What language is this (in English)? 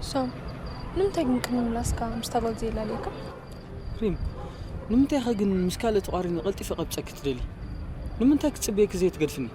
Tigrinya